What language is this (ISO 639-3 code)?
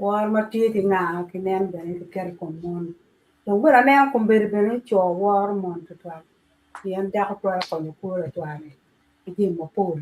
ach